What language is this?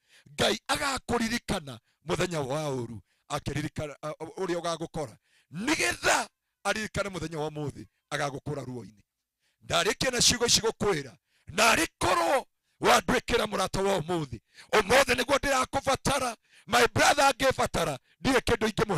Kikuyu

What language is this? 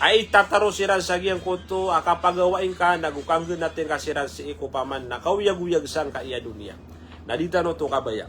Maranao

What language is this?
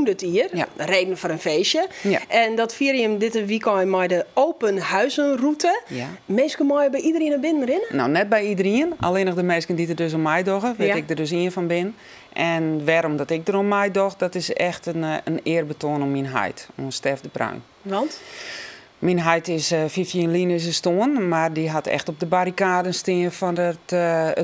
Western Frisian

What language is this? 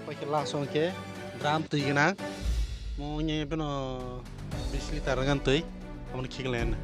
Kok Borok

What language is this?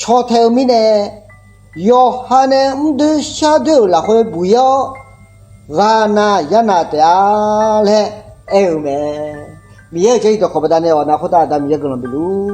Akha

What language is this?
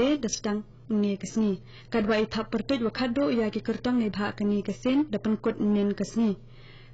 Khasi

